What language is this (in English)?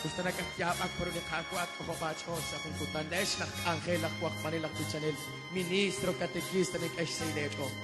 Kekchí